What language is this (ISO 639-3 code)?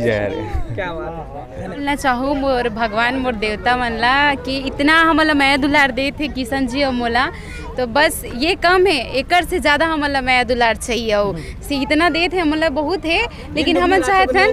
hne